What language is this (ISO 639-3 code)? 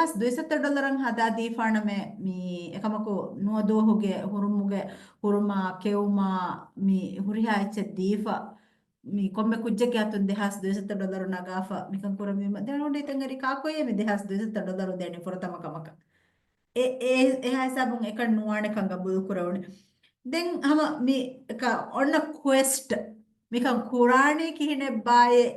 div